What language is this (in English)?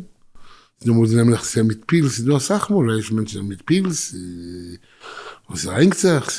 Yiddish